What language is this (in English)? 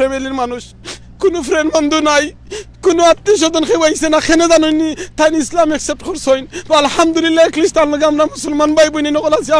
Sylheti